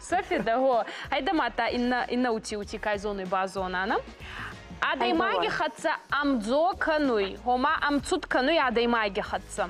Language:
Ossetic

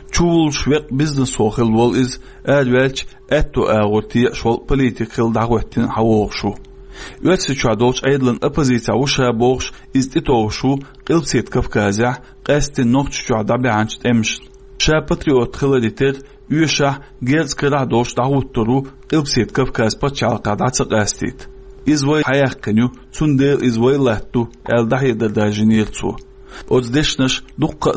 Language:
Chechen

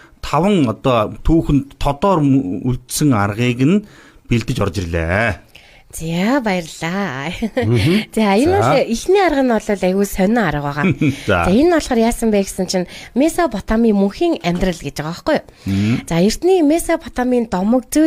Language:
Mongolian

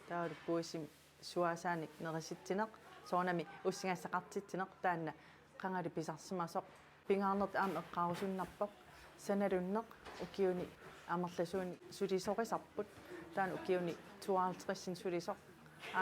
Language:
Kalaallisut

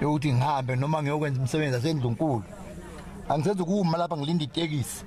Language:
Zulu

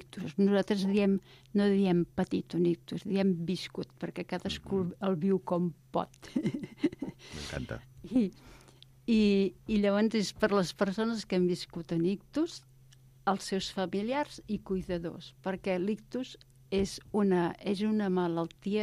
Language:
Catalan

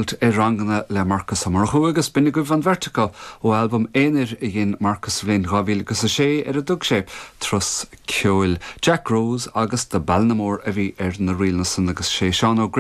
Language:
Irish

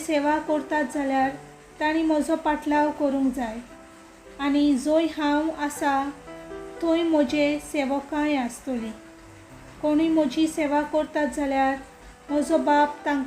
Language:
Konkani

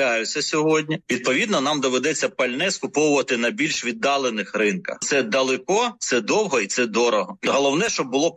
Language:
Ukrainian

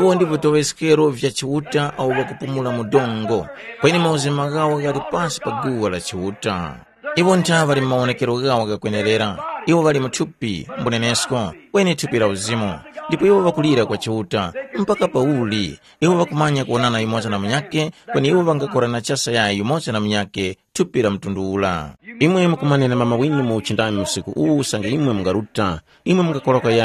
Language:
Tumbuka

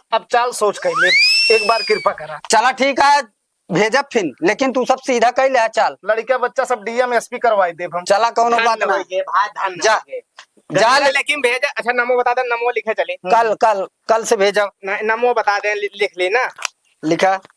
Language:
Awadhi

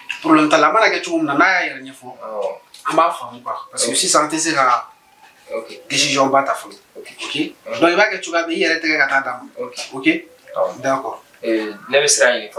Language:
Bambara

